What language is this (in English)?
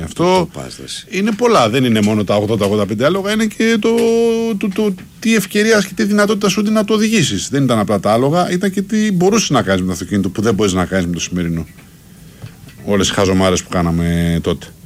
Greek